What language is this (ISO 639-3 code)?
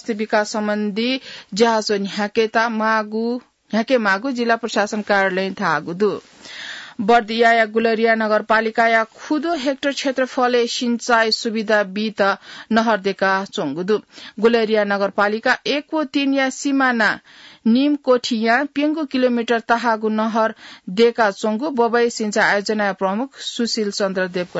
new